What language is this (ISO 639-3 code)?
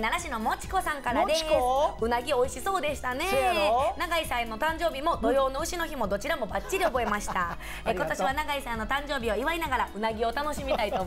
jpn